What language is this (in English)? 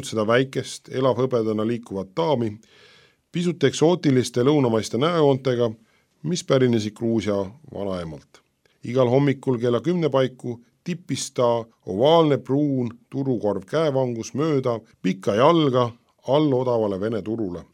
Estonian